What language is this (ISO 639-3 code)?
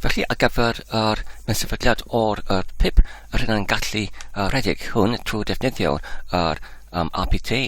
cym